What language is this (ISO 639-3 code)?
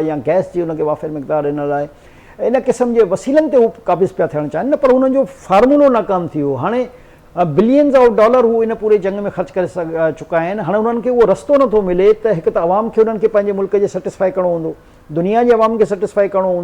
snd